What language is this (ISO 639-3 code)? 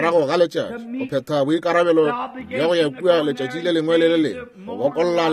nso